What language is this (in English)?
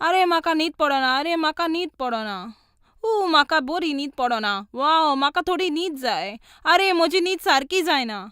Konkani